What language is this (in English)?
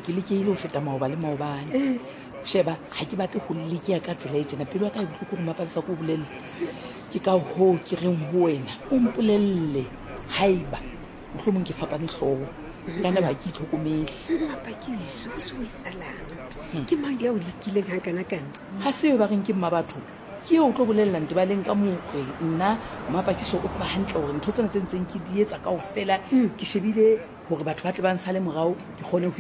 Southern Sotho